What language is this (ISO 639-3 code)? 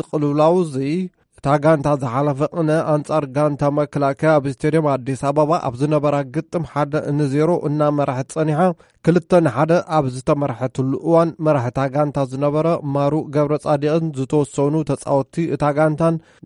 tir